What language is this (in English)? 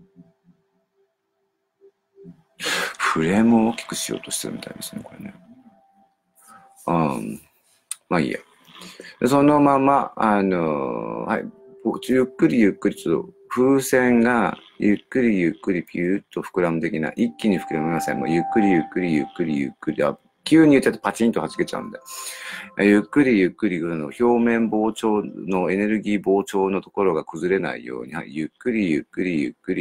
Japanese